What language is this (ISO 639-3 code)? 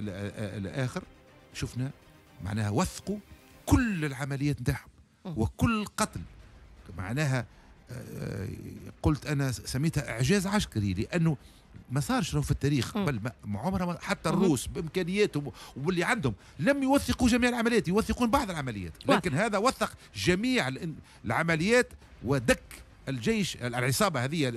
aeb